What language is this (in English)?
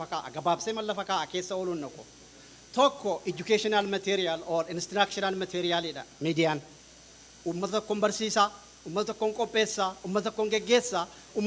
Oromo